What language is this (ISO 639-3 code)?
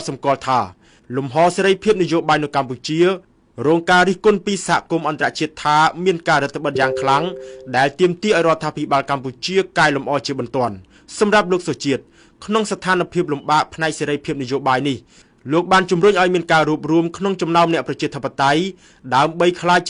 khm